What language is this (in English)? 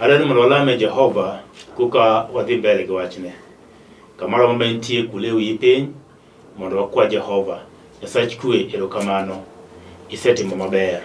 Luo (Kenya and Tanzania)